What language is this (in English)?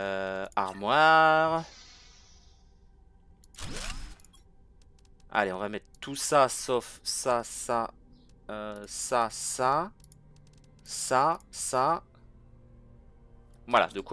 French